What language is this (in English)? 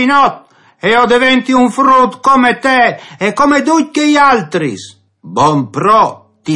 Friulian